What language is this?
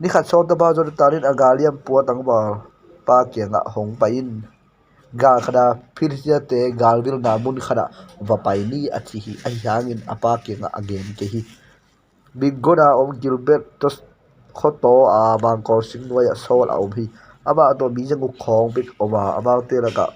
Tedim Chin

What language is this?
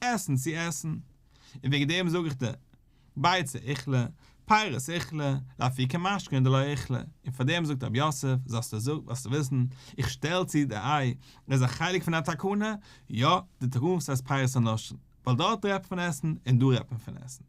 Yiddish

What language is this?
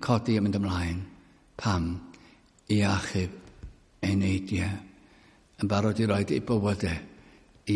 Welsh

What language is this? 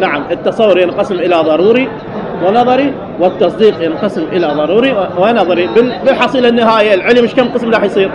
Mesopotamian Arabic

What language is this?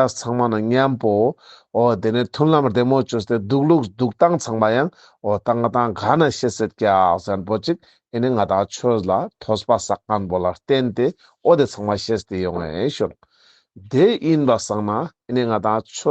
Ladakhi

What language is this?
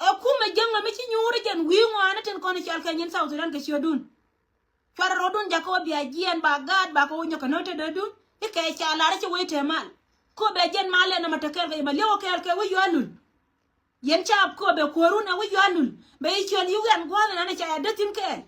Nuer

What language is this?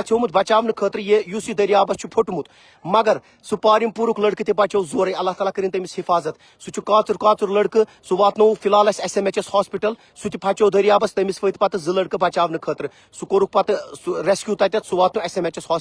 Kashmiri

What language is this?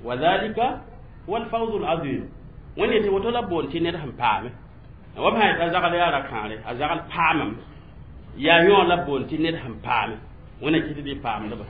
Mossi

